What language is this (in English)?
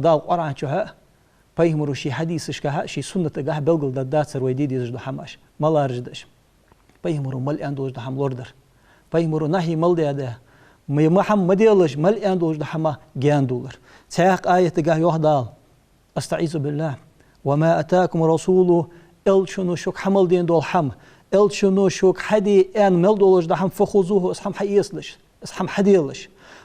Ingush